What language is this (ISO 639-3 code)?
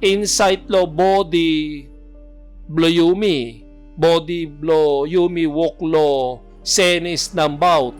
tpi